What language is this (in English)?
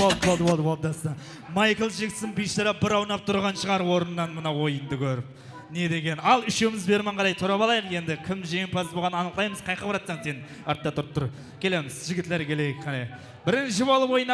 Kara-Kalpak